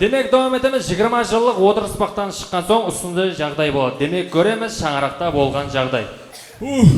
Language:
Kara-Kalpak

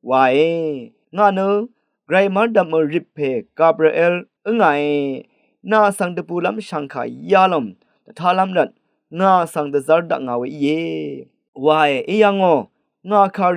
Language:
Rawang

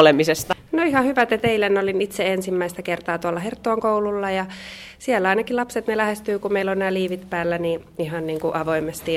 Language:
Finnish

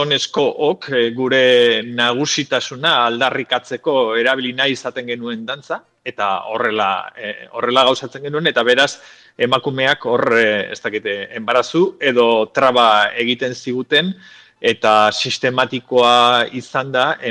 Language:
Basque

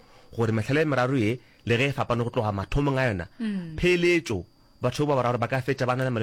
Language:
Northern Sotho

